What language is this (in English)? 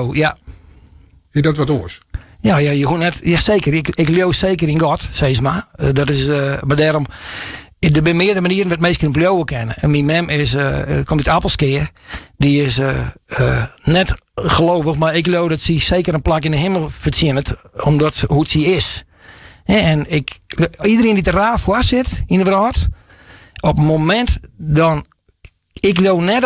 Western Frisian